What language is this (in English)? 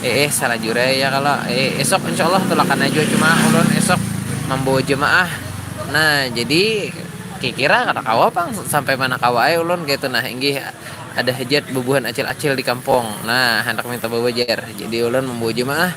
Banjar